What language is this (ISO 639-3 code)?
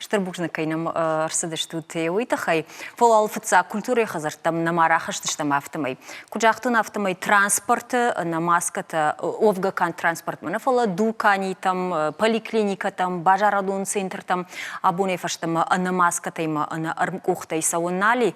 oss